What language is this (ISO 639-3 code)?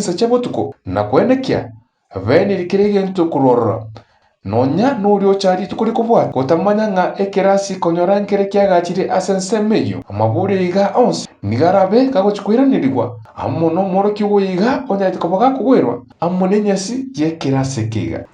guz